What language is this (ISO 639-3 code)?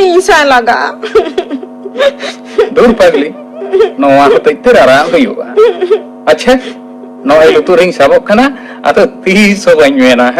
sat